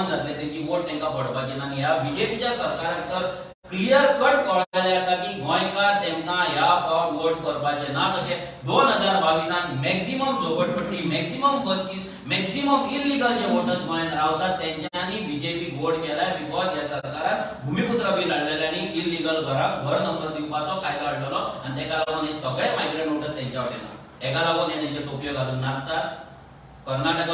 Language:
Konkani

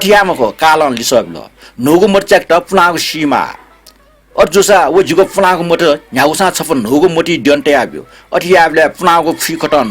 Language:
Newari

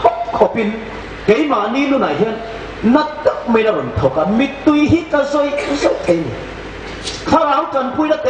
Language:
Hmar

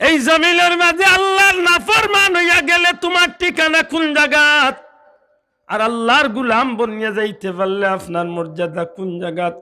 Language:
Sylheti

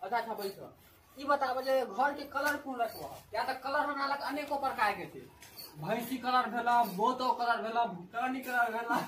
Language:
Maithili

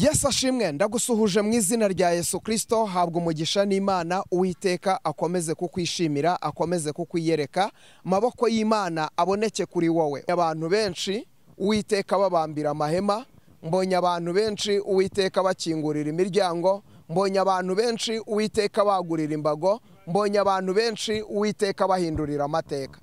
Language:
Kinyarwanda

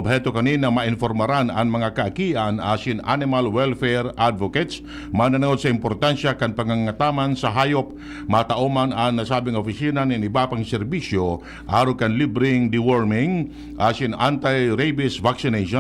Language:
Bikol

